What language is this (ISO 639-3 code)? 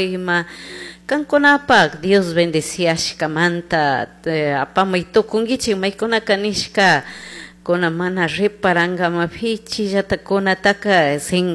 qug